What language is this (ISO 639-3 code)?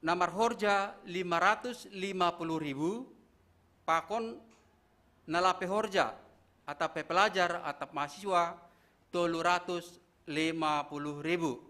bts